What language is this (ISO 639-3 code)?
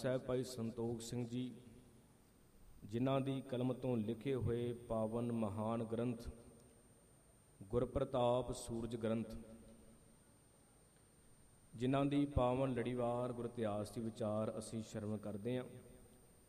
pan